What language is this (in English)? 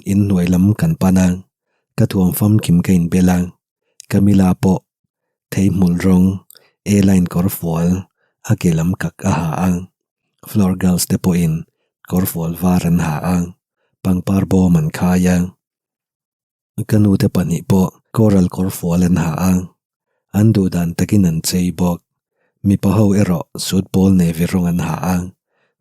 Mizo